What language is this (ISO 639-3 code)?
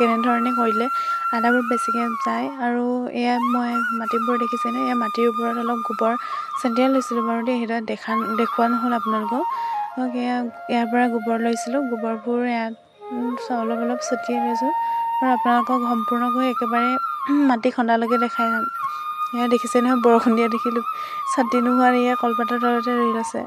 asm